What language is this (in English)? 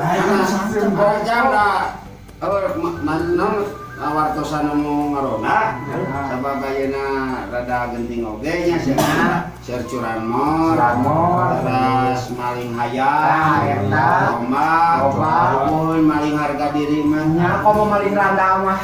Sundanese